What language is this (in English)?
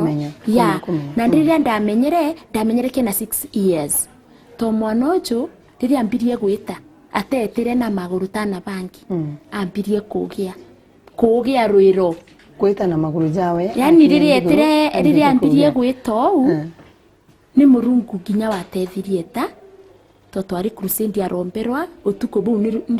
Meru